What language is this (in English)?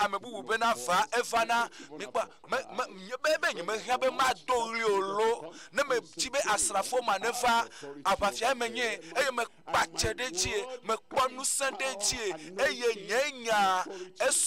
Ewe